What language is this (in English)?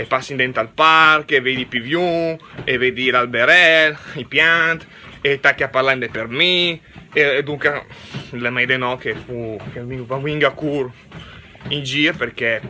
Lombard